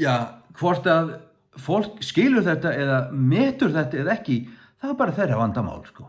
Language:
Faroese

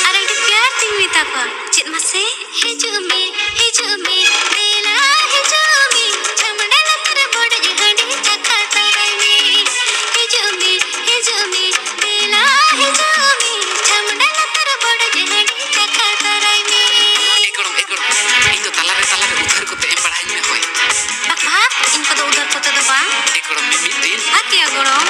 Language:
Santali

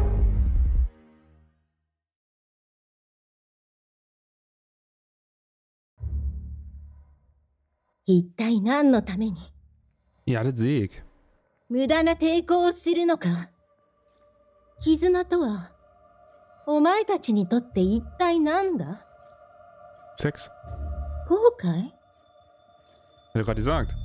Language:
German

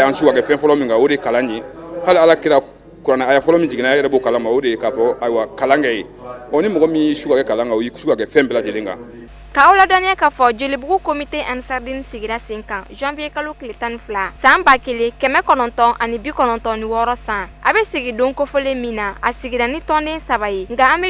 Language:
Bambara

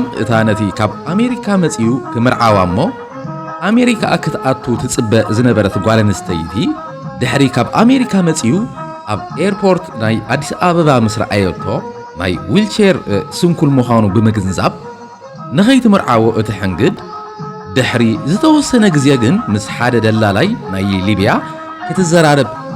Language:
Tigrinya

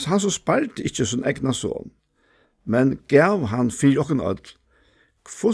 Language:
Faroese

